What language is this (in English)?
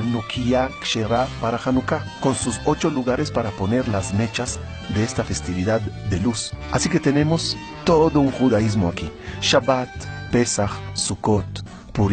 Ladino